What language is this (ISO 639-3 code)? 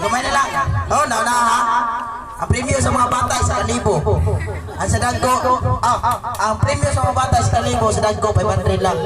ceb